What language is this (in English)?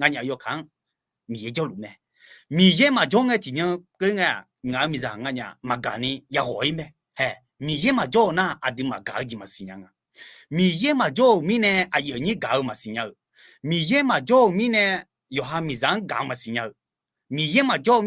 Akha